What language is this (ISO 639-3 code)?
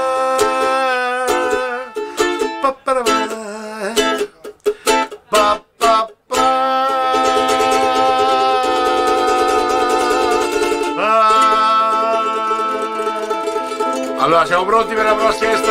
ita